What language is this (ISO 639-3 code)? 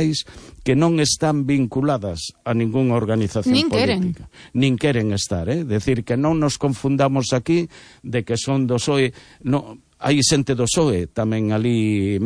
glg